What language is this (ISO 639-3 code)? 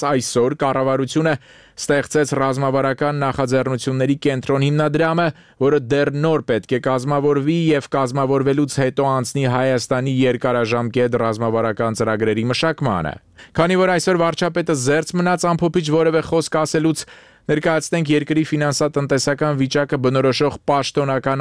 hye